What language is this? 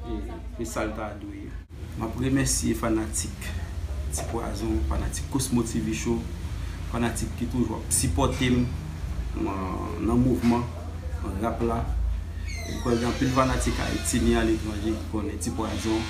Haitian Creole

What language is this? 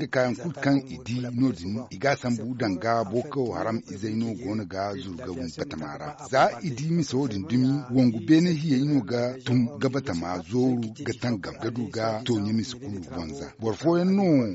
Zarma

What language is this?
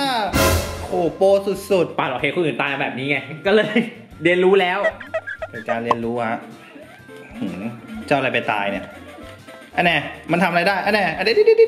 Thai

